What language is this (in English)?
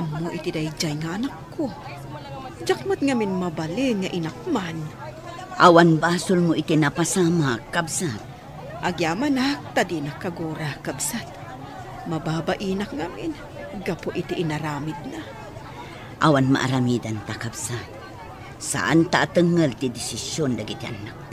Iloko